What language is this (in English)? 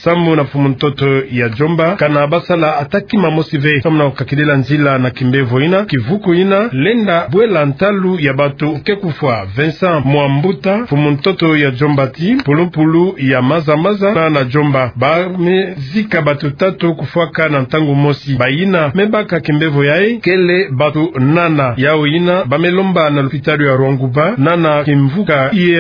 Kituba (Democratic Republic of Congo)